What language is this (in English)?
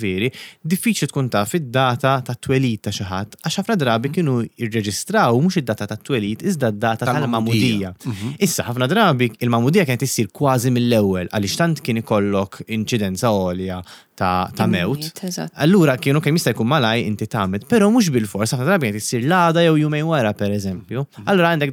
Maltese